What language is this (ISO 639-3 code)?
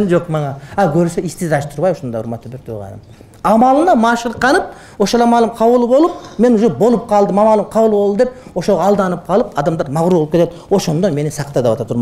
kir